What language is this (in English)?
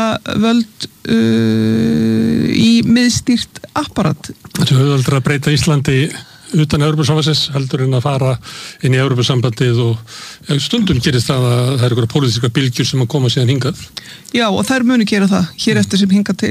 Icelandic